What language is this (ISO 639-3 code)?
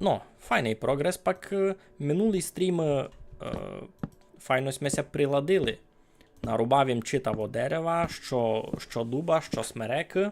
rue